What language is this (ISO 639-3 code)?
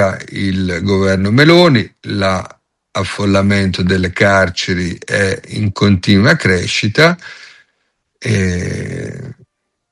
ita